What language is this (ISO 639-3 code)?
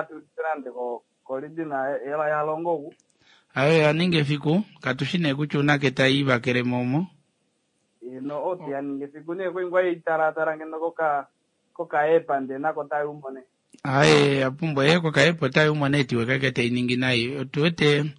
kua